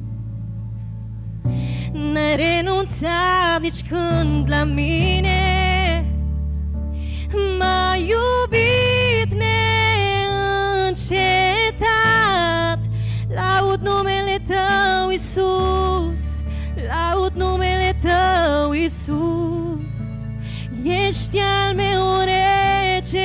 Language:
Romanian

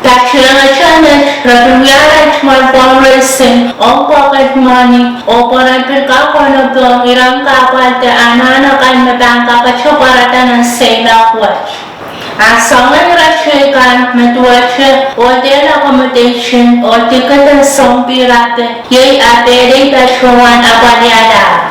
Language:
Pohnpeian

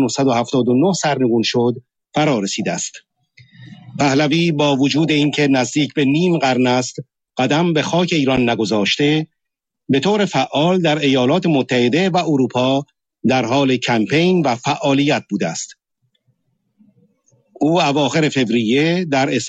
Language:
Persian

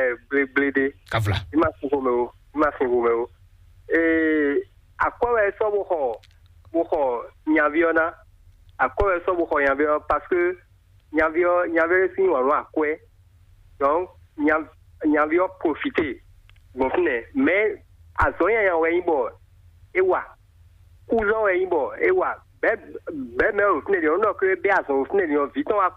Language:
Fon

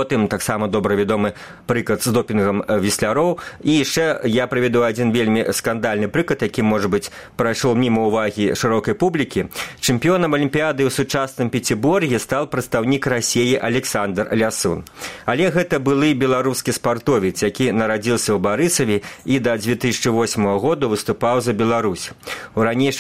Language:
Belarusian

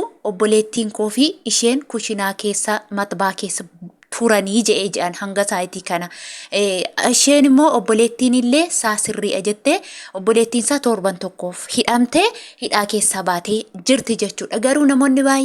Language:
Oromo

